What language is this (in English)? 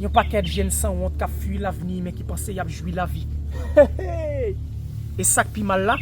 Haitian Creole